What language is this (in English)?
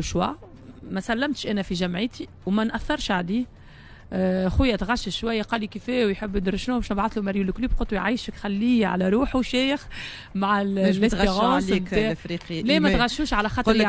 Tunisian Arabic